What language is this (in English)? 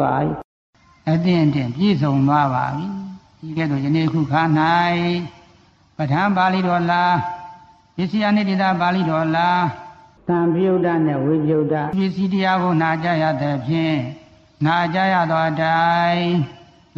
Burmese